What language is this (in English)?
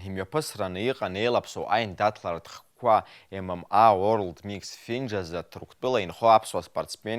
Abkhazian